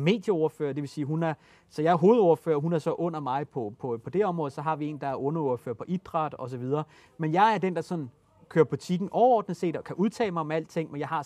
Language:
Danish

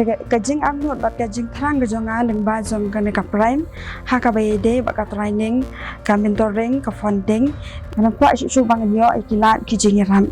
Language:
Khasi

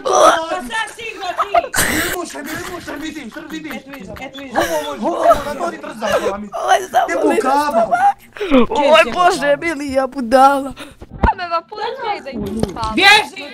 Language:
Bosnian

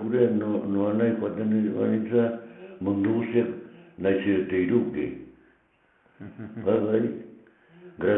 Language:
Basque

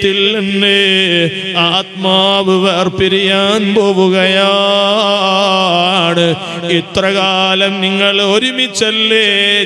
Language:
Malayalam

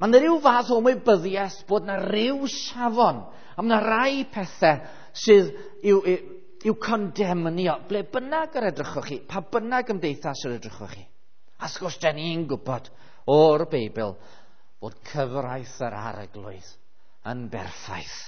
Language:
Welsh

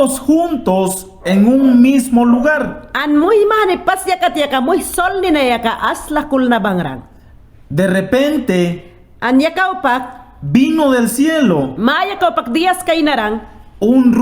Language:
Mayangna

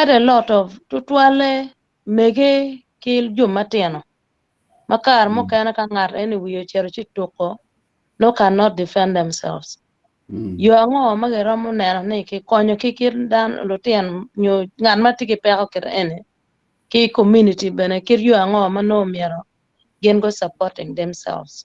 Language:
Acoli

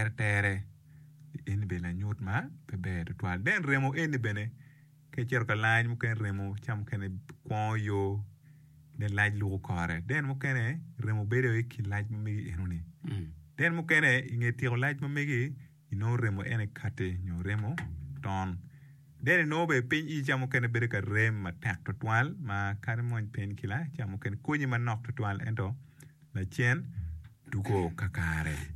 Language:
Acoli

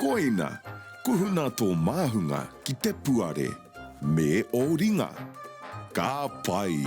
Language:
Māori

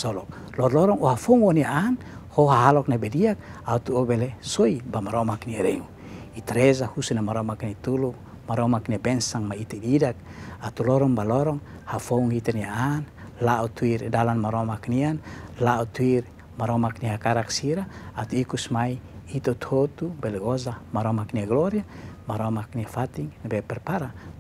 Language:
Tetum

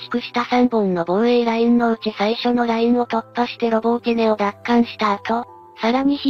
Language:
Japanese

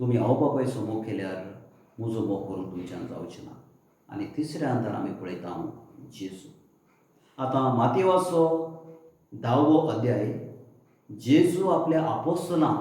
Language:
Konkani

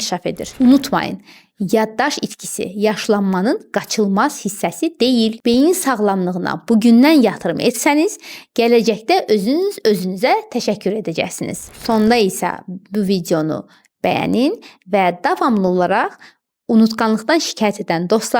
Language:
Azerbaijani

